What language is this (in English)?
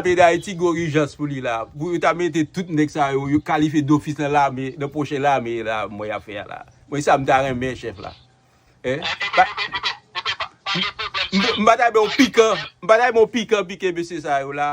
Haitian Creole